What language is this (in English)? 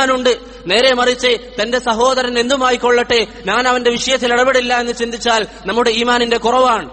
Malayalam